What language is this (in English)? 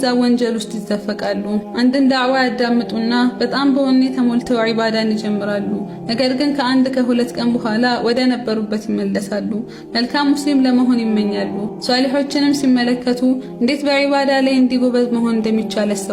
Amharic